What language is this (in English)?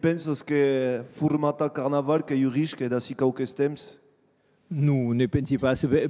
Occitan